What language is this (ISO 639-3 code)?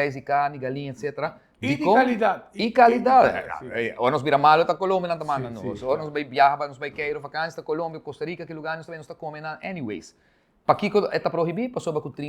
pap